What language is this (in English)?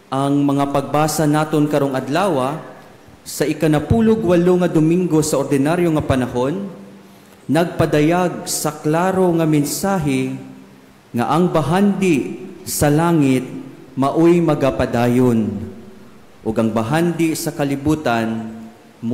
Cebuano